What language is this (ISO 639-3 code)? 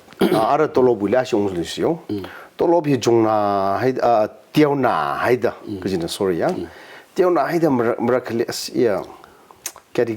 nmf